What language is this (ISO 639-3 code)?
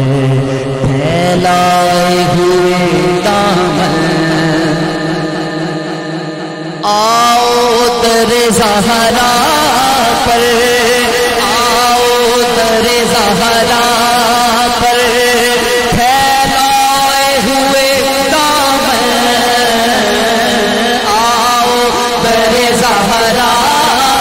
urd